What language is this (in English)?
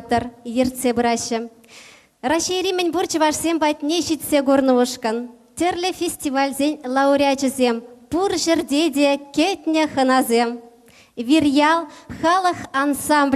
Chuvash